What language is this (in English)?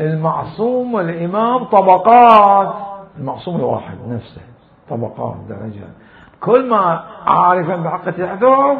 Mesopotamian Arabic